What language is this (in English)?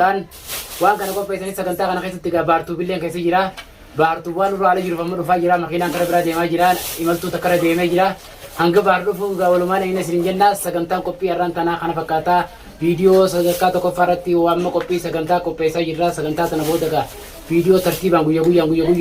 Oromo